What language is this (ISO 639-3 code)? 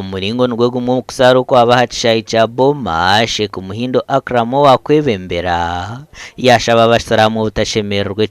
nyn